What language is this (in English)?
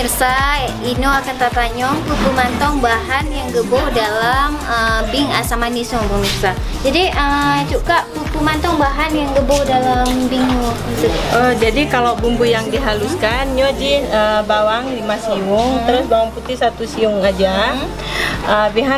Achinese